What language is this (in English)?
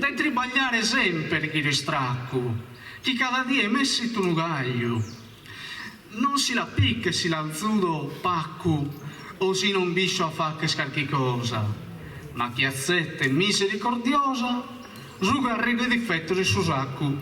Sardinian